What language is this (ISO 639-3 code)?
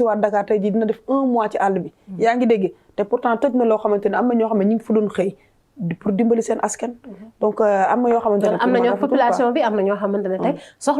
wol